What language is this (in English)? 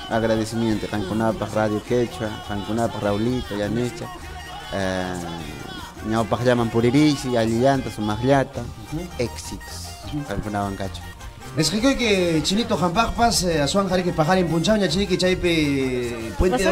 Ayacucho Quechua